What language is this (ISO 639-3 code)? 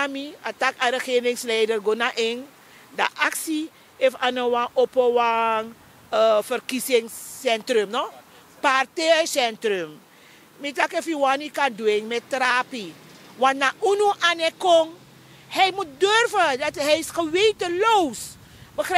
srn